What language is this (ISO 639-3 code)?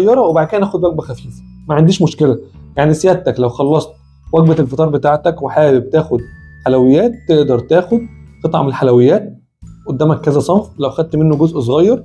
arz